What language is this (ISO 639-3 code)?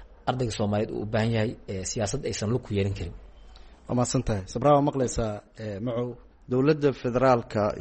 som